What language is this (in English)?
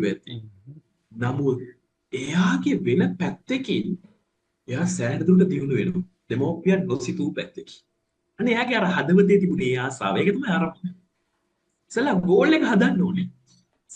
Sinhala